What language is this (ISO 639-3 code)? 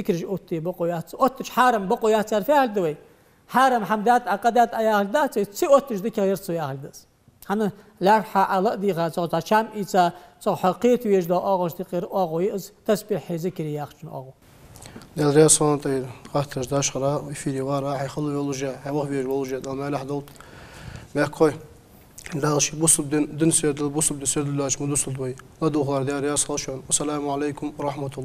inh